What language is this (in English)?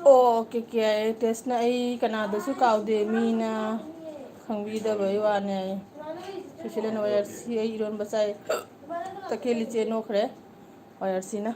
Manipuri